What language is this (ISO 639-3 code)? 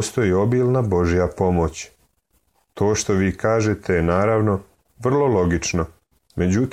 srp